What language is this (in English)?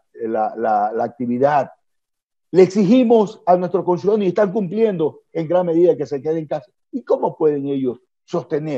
Spanish